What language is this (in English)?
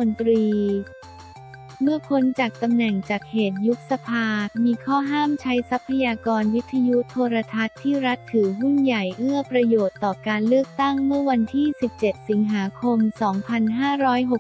Thai